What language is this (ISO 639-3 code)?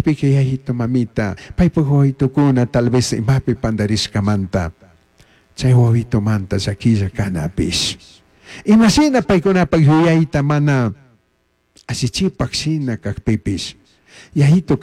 qug